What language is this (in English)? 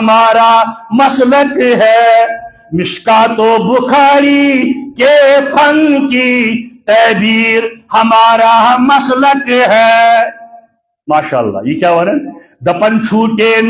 Kashmiri